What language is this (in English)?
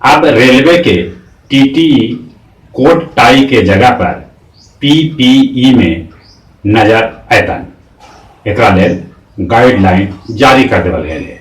Magahi